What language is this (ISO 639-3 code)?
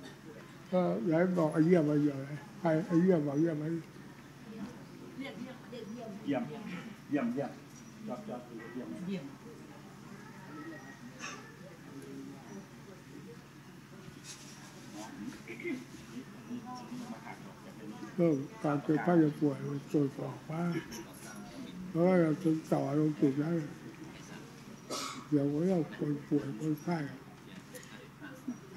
tha